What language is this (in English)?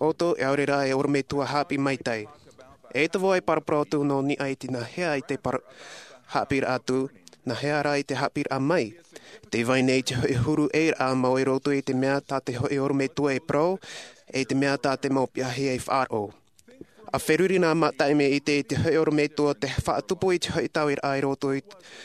Tahitian